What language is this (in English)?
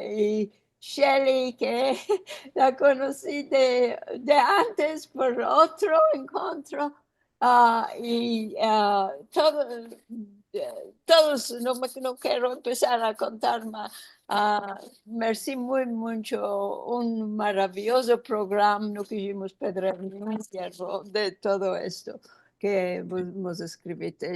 Ladino